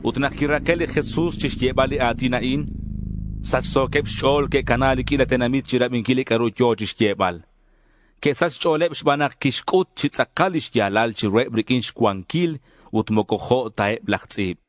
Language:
Kekchí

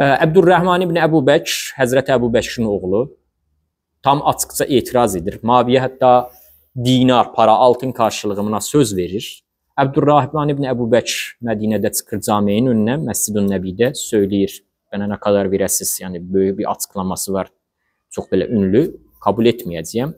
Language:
Azerbaijani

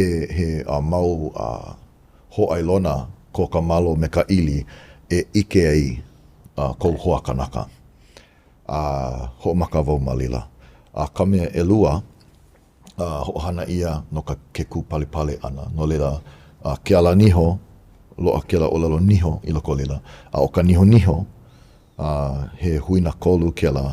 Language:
Hawaiian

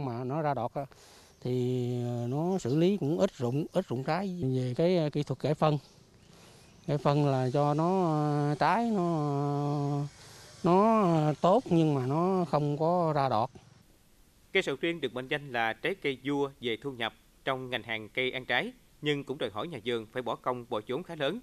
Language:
Vietnamese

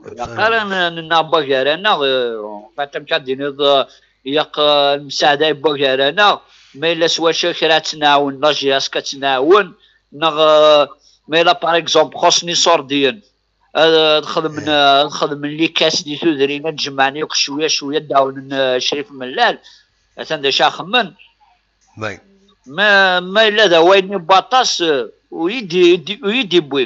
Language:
Kabyle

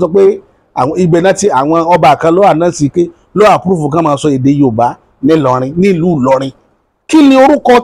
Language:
Yoruba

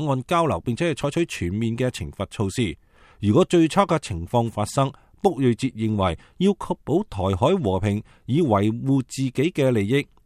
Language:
Cantonese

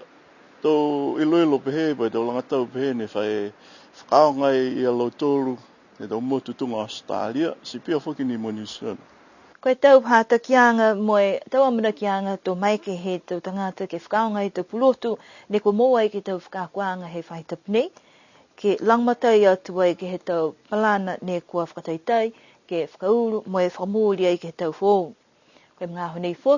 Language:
Niuean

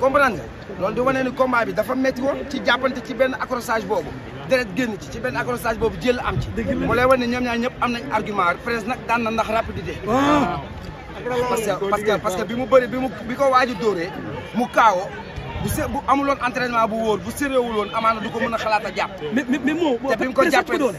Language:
Wolof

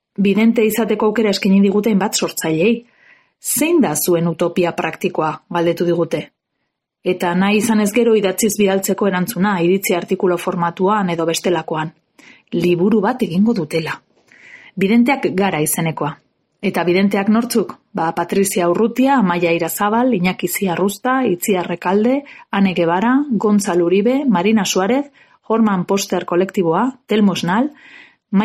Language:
Basque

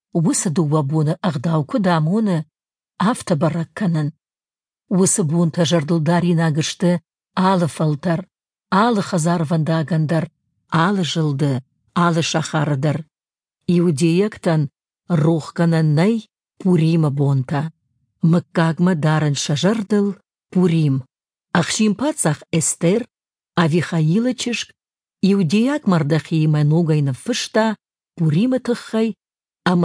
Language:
Ossetic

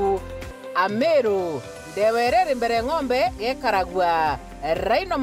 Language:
Meru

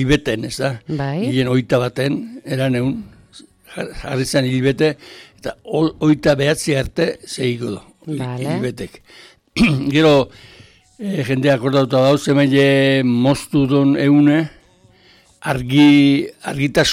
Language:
Basque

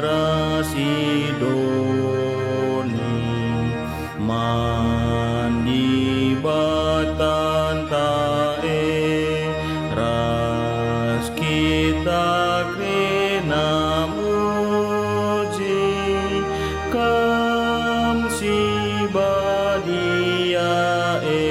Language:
Batak Karo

